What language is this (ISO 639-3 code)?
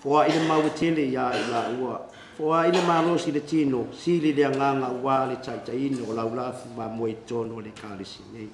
smo